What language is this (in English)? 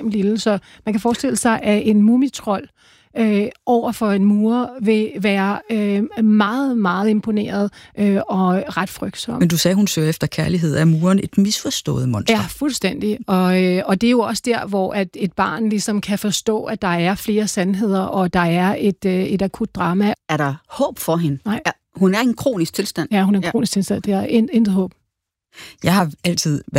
Danish